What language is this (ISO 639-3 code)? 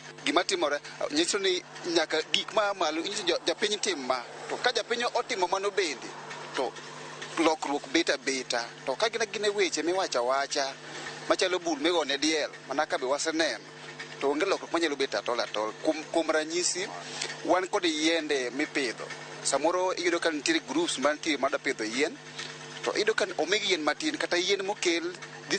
luo